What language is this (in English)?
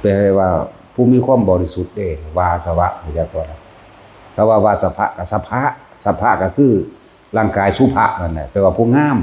Northeastern Thai